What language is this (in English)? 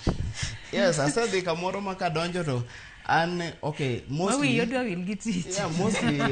Luo (Kenya and Tanzania)